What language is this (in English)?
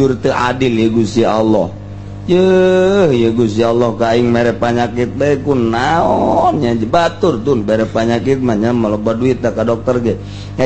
Sundanese